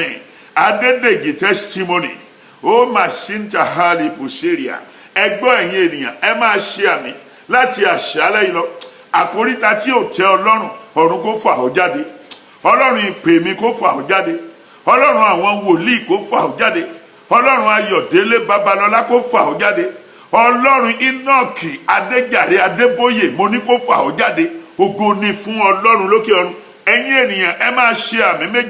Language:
Yoruba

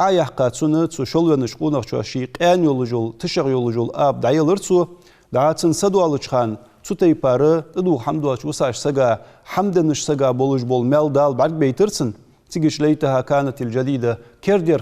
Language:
Ingush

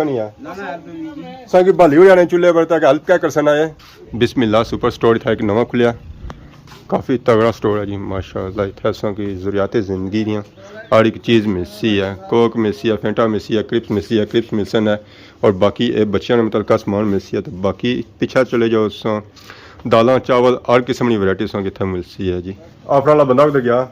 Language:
Pahari-Potwari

